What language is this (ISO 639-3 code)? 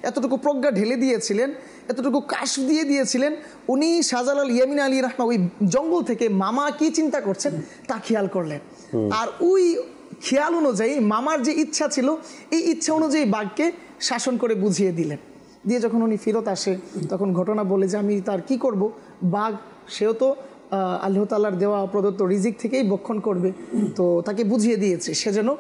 ben